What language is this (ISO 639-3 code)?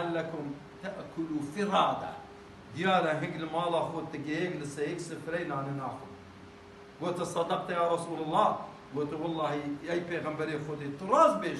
kur